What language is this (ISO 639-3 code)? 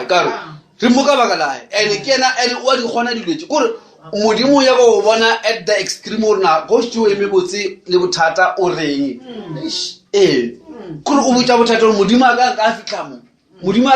nso